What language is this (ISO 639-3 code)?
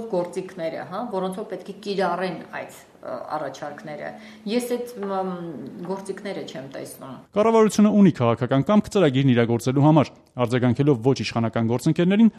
hye